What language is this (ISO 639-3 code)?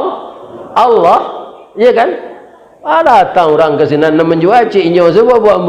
min